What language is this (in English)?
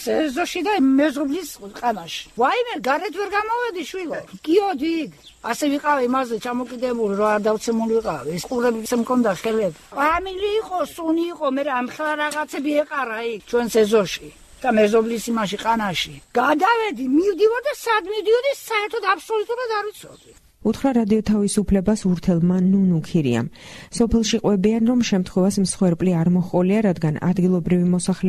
Georgian